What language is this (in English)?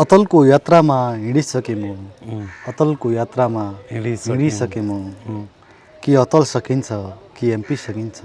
Nepali